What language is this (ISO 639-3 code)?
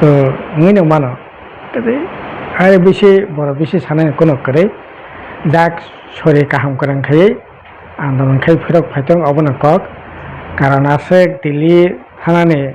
trp